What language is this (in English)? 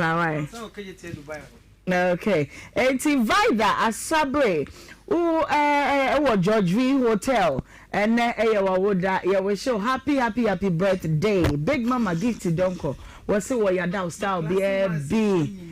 Akan